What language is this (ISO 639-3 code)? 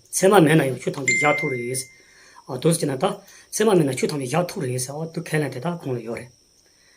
bod